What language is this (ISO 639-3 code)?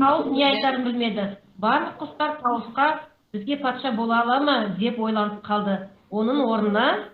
kaz